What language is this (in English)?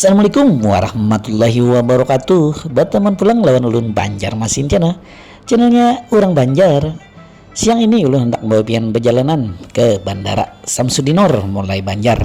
Banjar